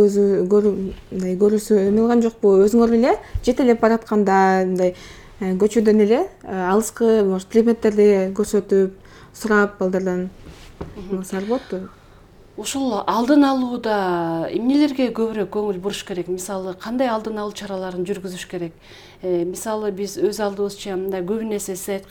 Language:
Kyrgyz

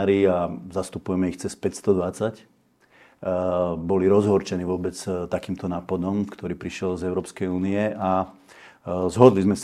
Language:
Slovak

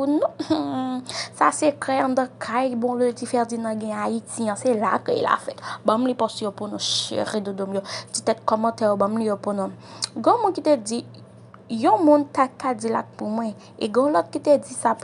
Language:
Haitian Creole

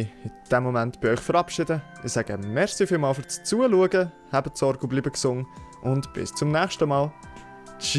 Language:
Swiss German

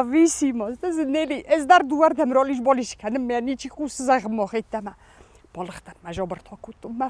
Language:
Ossetic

